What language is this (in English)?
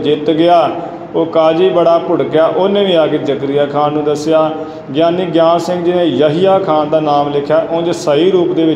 Punjabi